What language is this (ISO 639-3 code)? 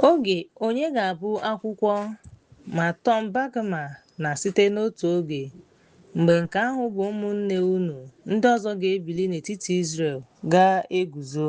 ibo